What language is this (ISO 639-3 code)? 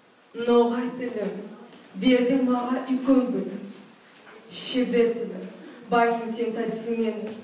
nog